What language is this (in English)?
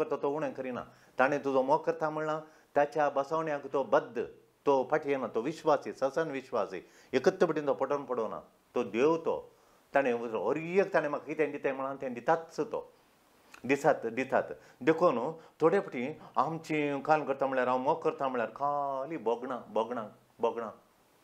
Konkani